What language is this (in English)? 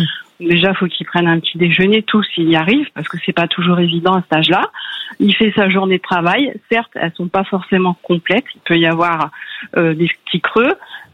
French